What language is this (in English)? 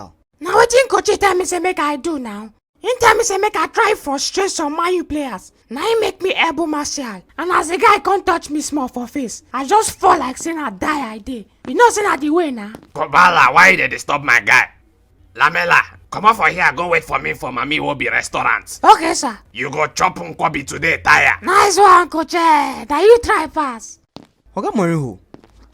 Nigerian Pidgin